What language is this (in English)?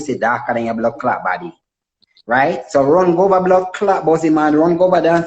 Jamaican Creole English